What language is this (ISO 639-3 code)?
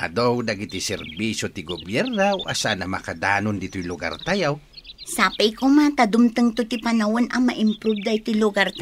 ilo